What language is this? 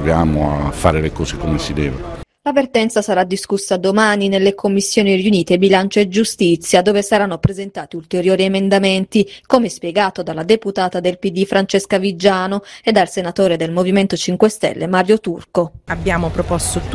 Italian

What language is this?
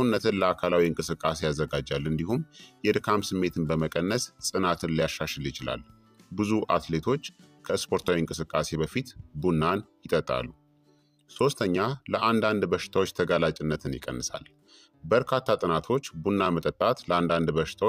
Amharic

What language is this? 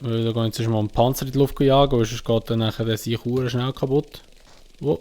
Swiss German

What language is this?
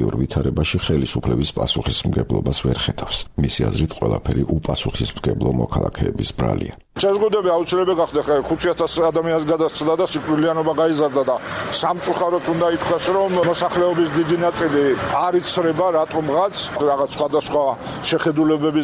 Georgian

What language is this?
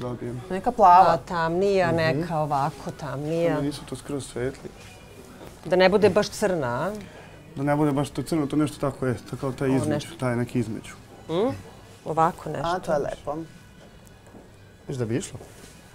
Serbian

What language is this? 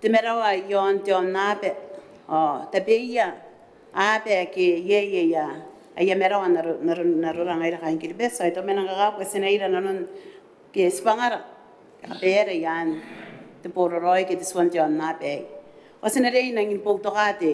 Gilbertese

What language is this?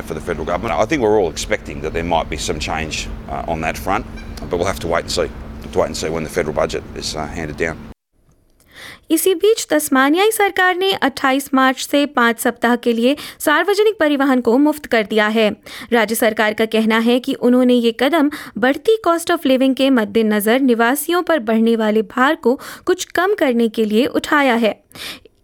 Hindi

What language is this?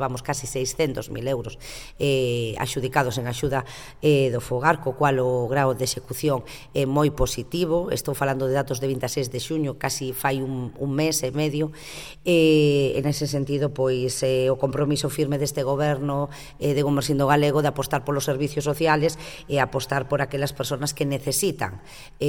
Galician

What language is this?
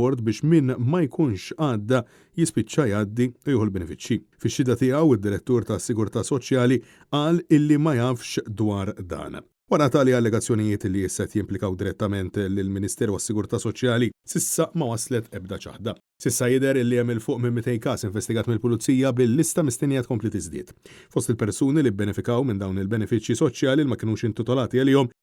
Maltese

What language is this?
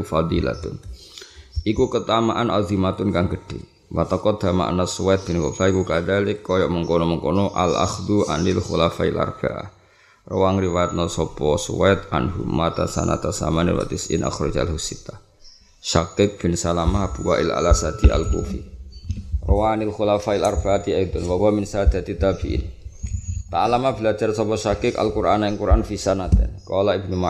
Javanese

